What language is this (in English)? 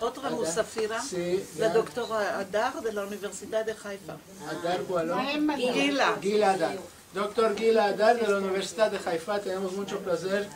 Ladino